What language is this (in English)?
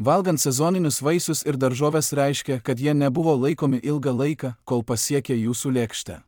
Lithuanian